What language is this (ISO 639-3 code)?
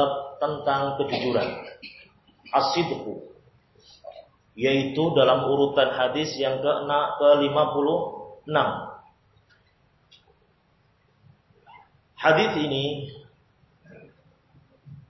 ind